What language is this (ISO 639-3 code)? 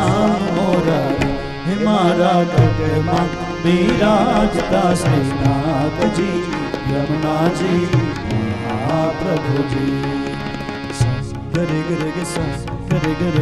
guj